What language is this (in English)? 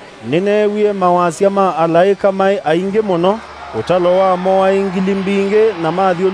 Kamba